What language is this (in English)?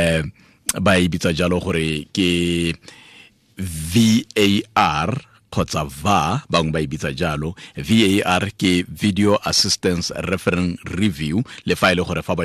Tswana